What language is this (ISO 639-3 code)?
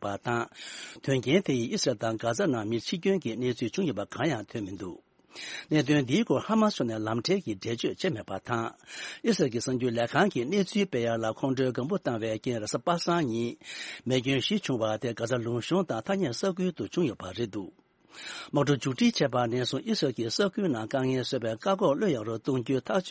bod